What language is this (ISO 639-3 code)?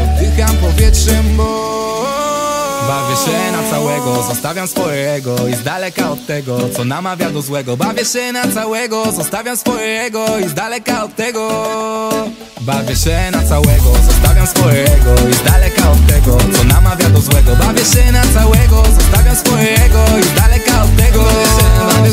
pol